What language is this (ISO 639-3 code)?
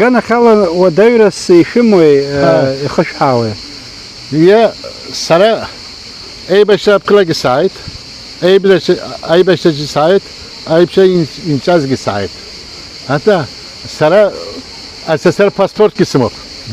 abk